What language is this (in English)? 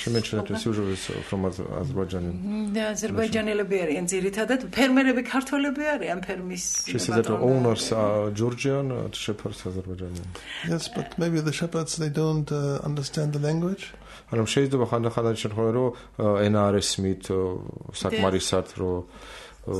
Georgian